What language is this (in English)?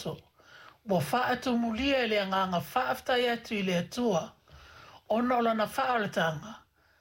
Samoan